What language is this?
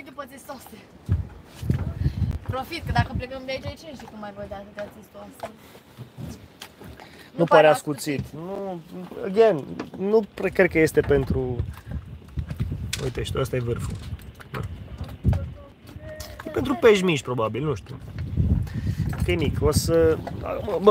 Romanian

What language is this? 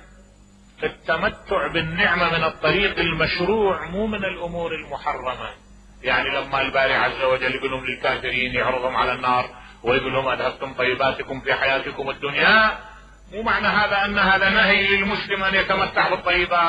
Mesopotamian Arabic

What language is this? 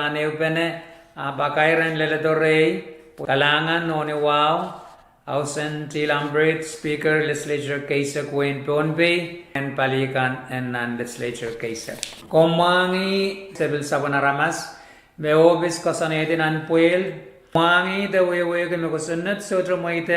Pohnpeian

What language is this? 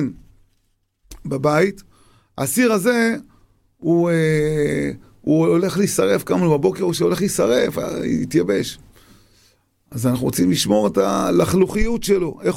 Hebrew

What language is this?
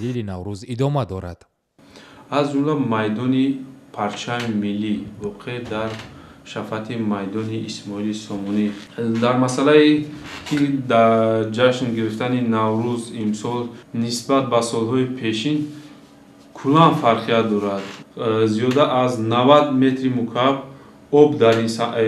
Tajik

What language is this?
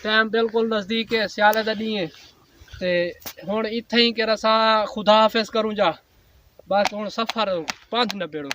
Saraiki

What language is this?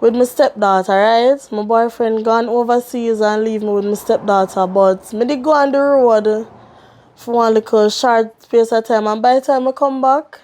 Jamaican Creole English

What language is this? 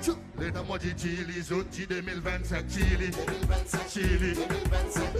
Seselwa Creole French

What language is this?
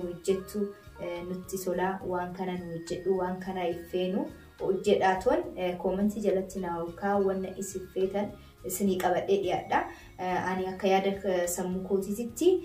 Oromo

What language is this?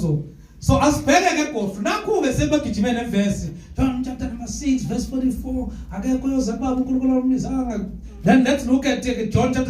Zulu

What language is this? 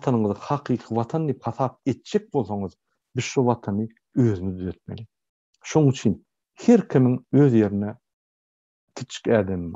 Turkmen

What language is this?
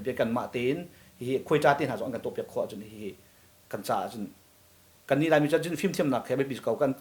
Hakha Chin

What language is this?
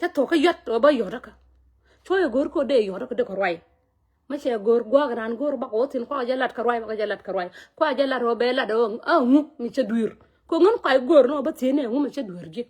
Nuer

